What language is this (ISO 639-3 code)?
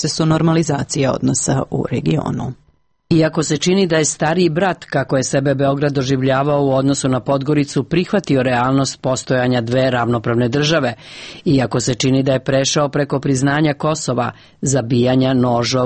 srp